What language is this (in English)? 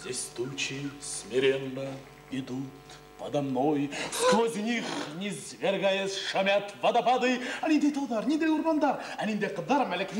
Bashkir